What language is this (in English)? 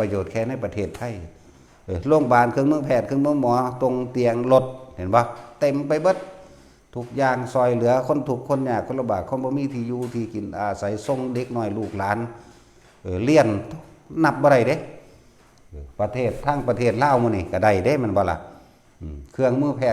Northeastern Thai